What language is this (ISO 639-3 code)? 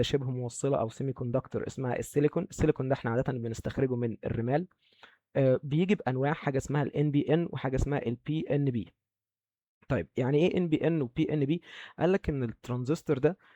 arz